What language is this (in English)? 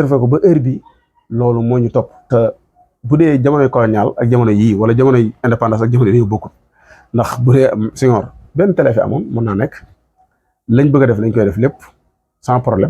Wolof